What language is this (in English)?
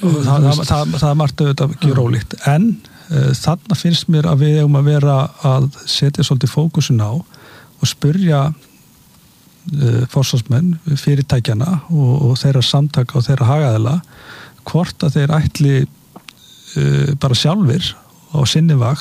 Icelandic